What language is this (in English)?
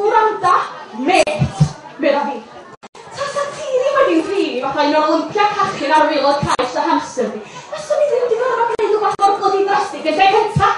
Welsh